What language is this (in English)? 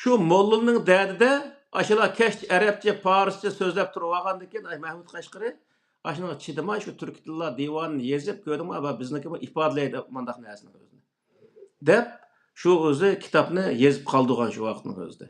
Uyghur